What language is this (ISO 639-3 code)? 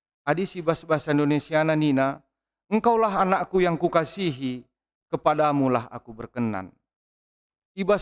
btx